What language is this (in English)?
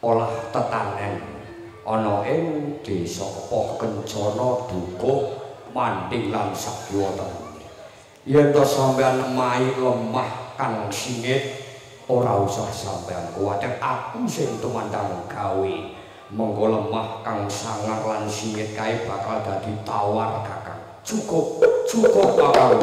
Javanese